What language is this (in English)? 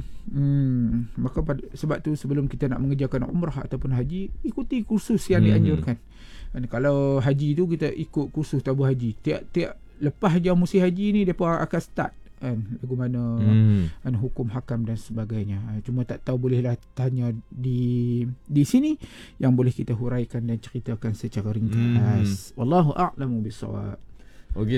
Malay